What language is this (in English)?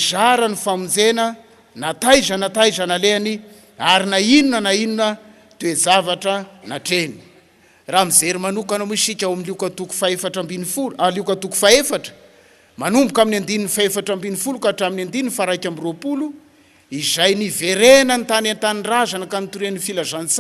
Malagasy